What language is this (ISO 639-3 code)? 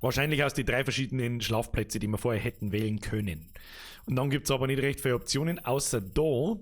bar